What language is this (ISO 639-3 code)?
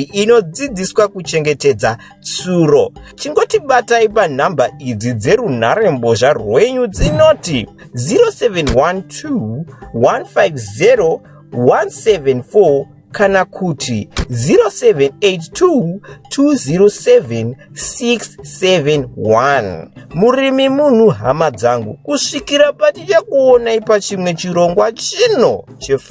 sna